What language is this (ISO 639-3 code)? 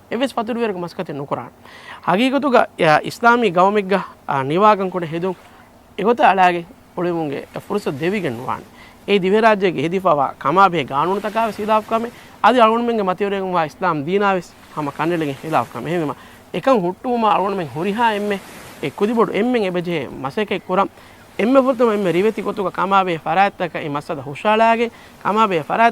div